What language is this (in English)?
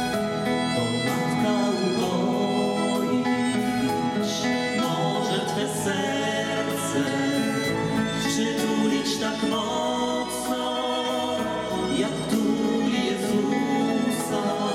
Polish